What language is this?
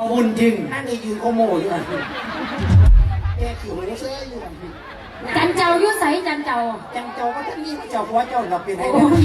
Lao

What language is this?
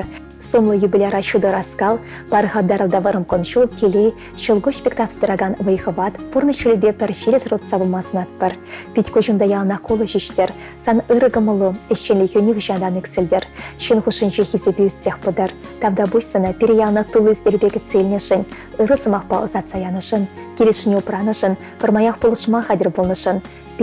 Chuvash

